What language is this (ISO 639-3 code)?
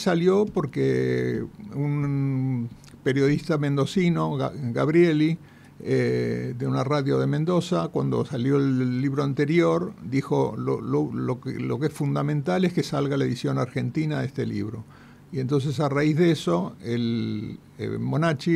spa